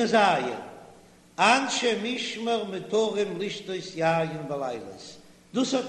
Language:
Yiddish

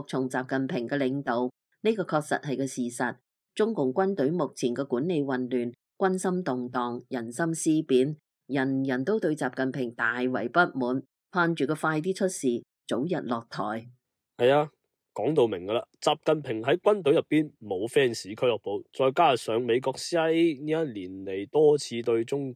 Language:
Cantonese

